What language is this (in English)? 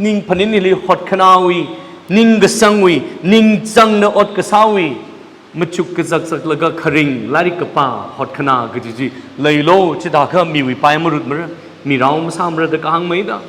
Tangkhul Naga (India)